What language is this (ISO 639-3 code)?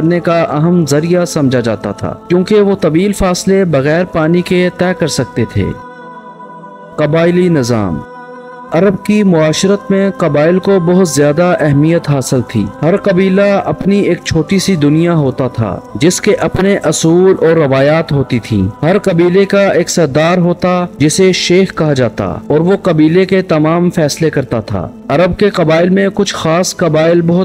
urd